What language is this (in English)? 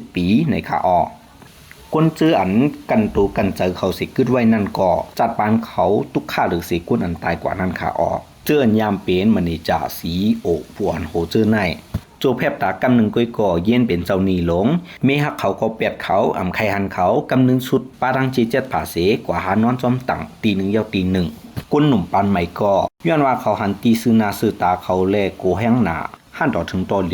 Lao